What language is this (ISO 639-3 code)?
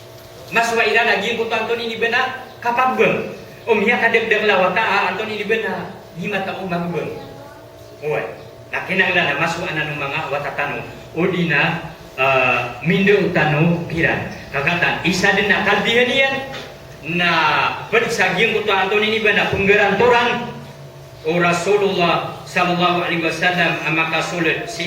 mrw